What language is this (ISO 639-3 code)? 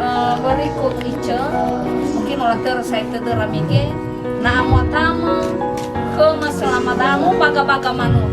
nia